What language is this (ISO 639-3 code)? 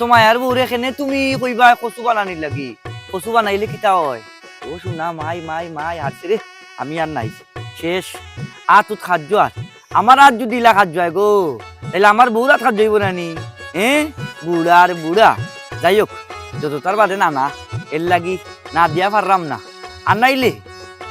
syl